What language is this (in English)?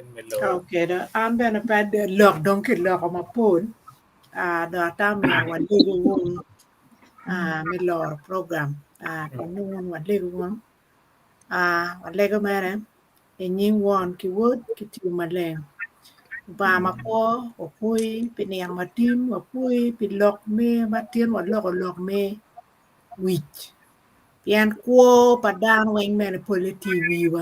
Acoli